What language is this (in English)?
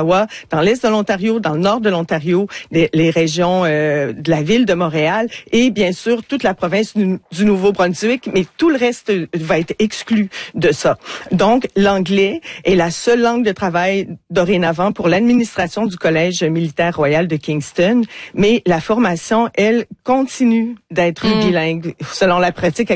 French